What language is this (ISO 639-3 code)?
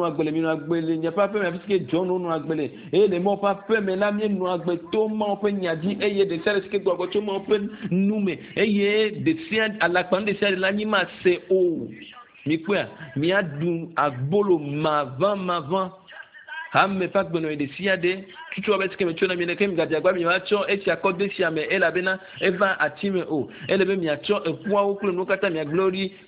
ewe